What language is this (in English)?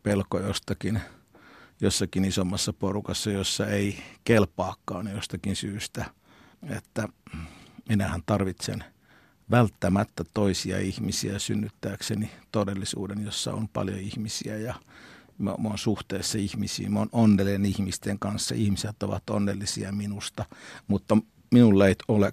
Finnish